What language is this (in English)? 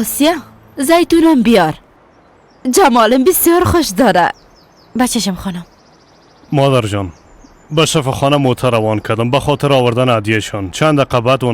Persian